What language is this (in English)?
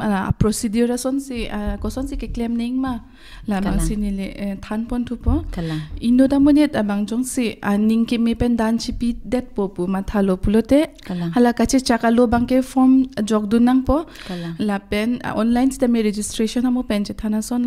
Karbi